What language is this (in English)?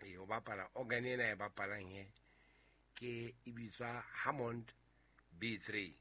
Southern Sotho